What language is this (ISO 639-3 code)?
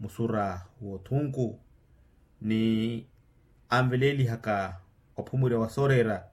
vmw